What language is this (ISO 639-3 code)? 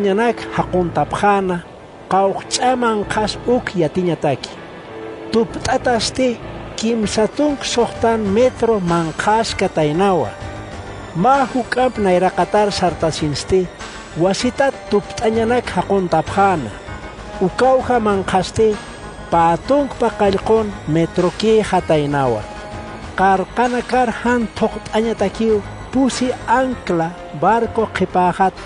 aym